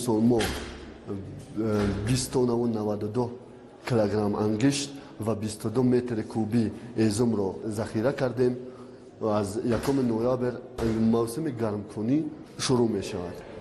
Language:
Tajik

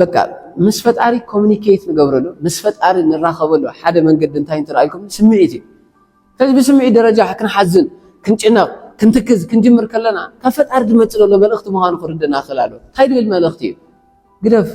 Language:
Tigrinya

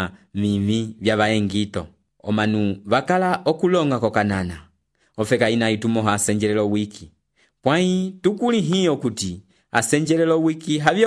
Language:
Umbundu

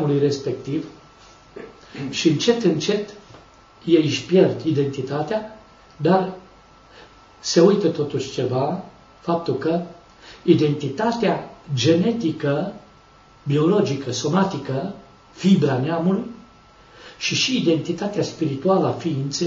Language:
Romanian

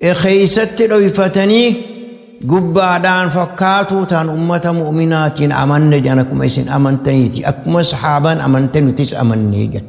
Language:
Oromo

